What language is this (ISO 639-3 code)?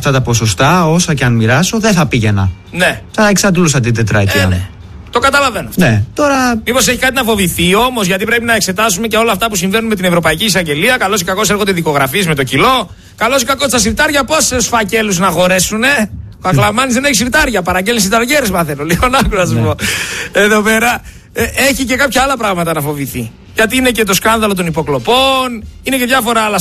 ell